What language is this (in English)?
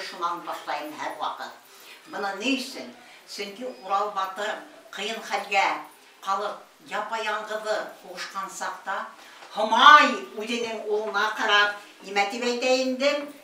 Bashkir